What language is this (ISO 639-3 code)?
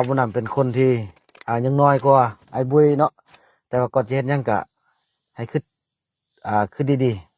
lao